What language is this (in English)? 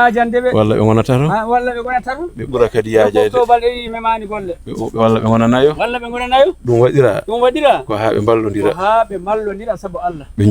Fula